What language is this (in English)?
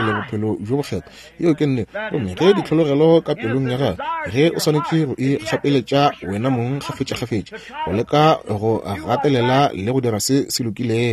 Northern Sotho